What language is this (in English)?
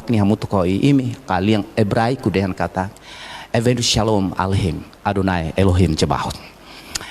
Tetum